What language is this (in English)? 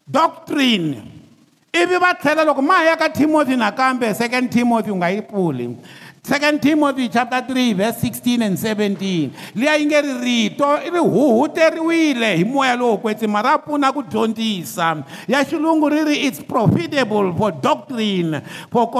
Tsonga